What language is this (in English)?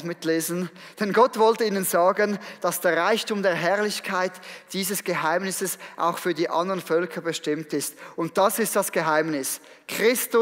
Swiss German